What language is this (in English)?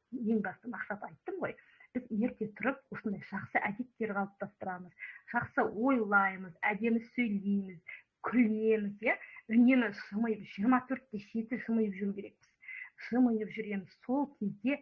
Kazakh